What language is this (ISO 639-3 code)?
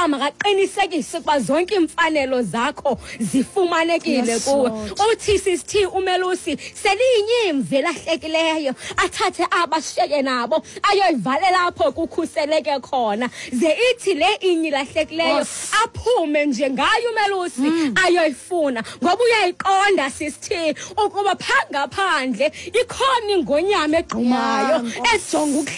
xho